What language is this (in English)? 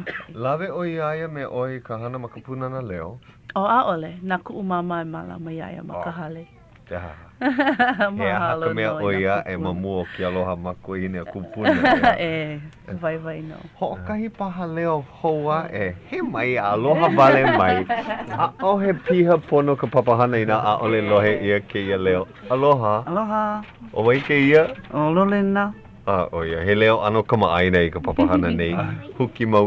Hawaiian